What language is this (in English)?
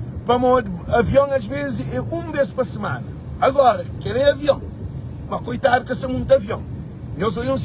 Kabuverdianu